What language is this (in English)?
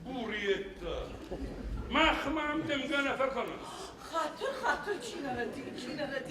Ossetic